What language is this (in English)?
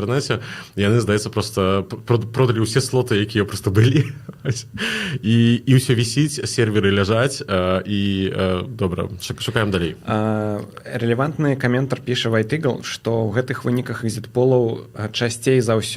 Belarusian